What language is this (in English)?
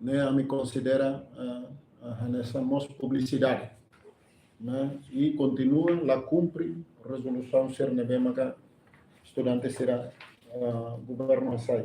Tetum